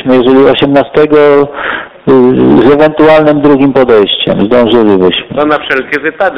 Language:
Polish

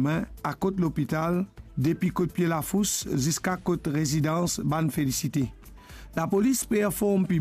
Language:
Morisyen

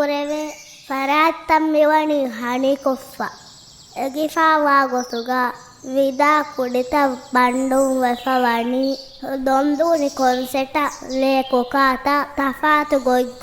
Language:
Divehi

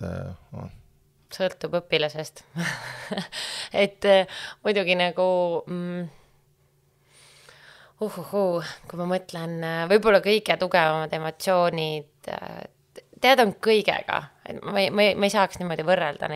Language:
Estonian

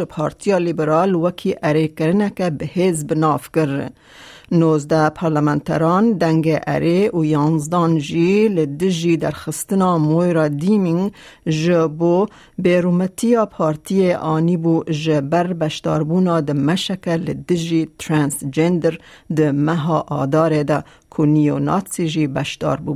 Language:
Kurdish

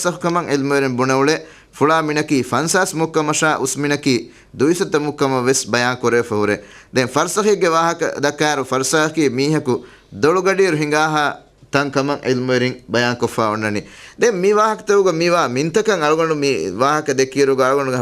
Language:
Divehi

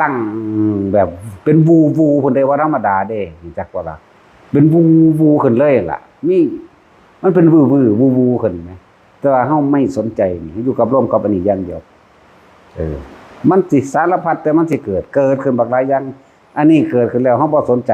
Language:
Northeastern Thai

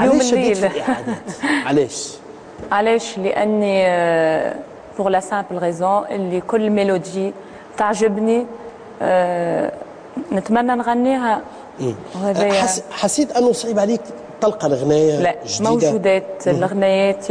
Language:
Tunisian Arabic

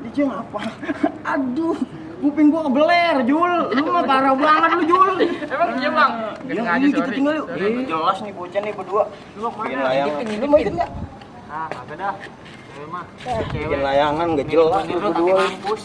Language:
Betawi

